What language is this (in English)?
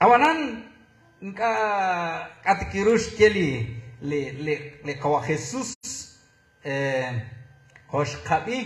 Kekchí